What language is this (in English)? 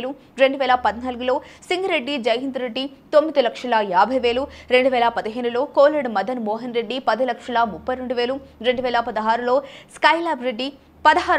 Telugu